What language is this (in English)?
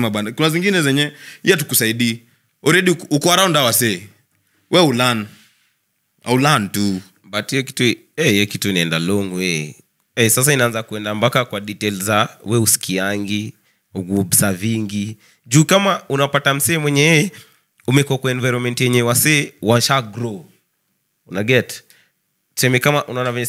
Swahili